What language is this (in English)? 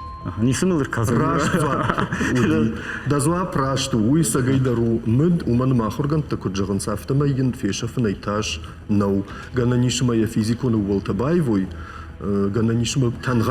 Ossetic